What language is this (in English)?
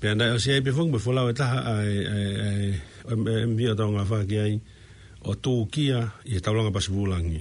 Tongan